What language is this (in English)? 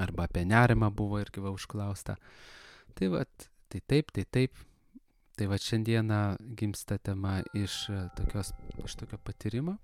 Lithuanian